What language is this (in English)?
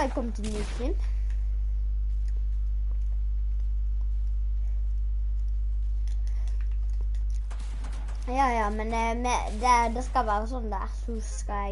Norwegian